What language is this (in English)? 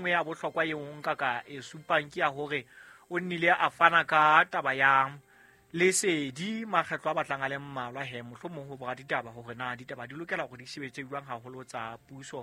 Southern Sotho